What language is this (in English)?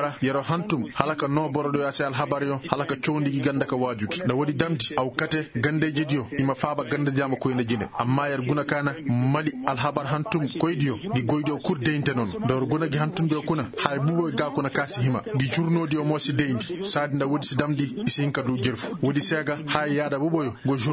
Koyraboro Senni